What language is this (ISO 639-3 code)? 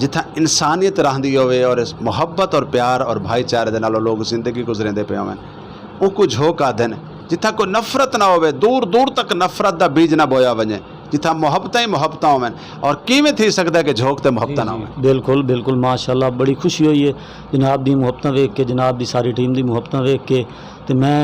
skr